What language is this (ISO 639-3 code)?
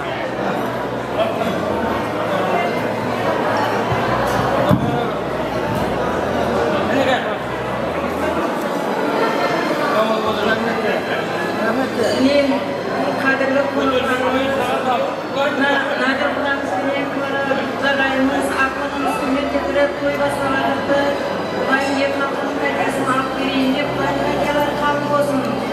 kaz